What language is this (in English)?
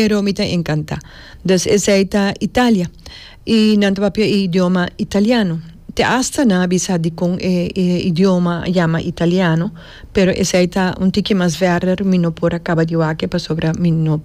Papiamento